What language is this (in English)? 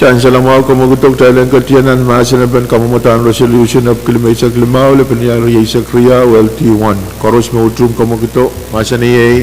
Pohnpeian